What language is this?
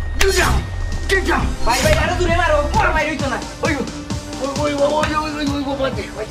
Sylheti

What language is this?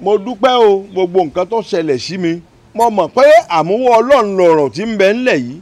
Yoruba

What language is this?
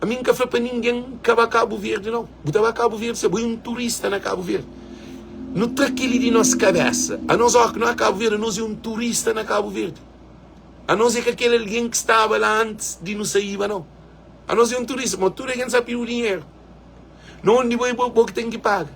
Kabuverdianu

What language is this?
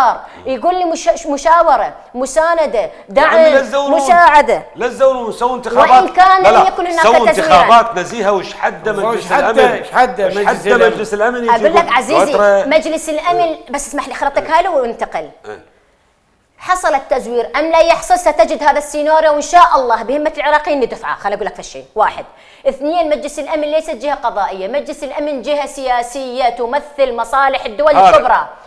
Mesopotamian Arabic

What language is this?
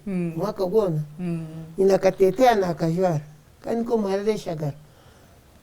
Nyankole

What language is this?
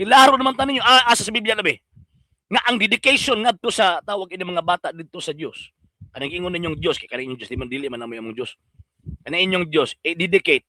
Cebuano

